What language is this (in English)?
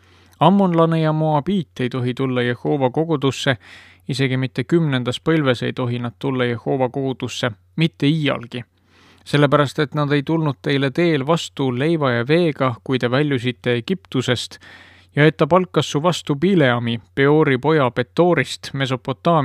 Estonian